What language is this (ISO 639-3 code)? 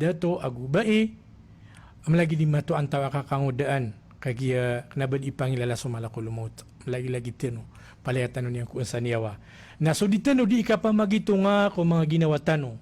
mrw